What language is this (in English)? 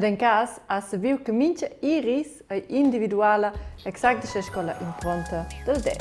Romansh